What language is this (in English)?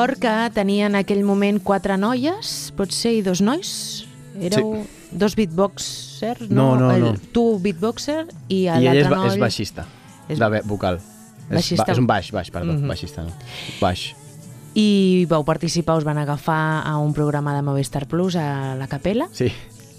Catalan